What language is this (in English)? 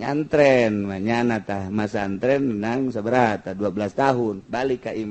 Sundanese